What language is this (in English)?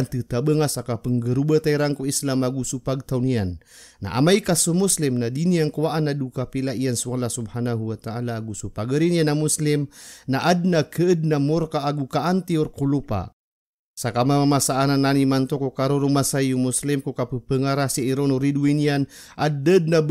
Maranao